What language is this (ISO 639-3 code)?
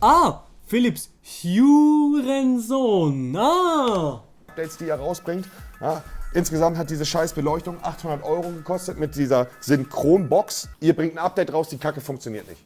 gsw